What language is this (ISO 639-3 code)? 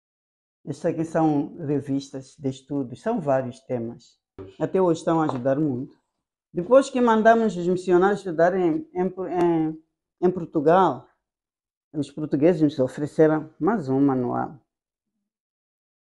por